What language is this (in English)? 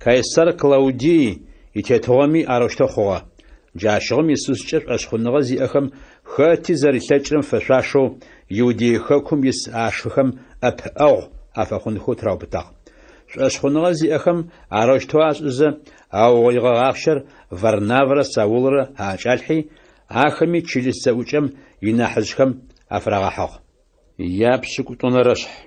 Adyghe